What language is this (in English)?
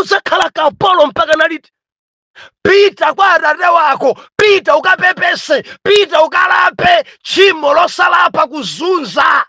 Nyanja